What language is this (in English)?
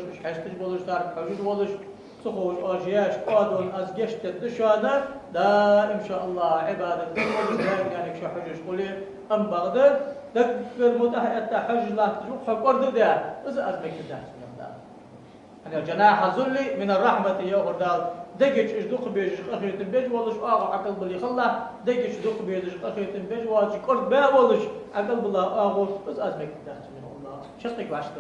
Ingush